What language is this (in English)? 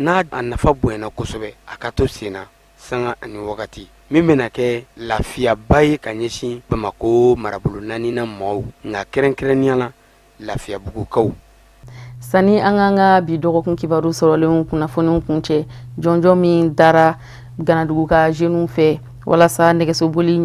Bambara